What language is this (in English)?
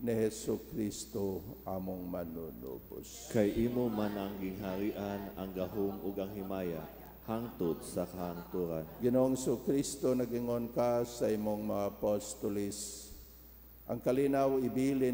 Cebuano